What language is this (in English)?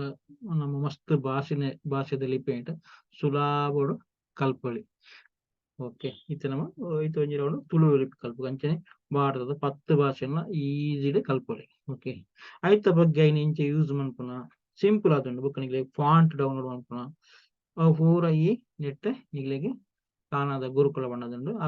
Tulu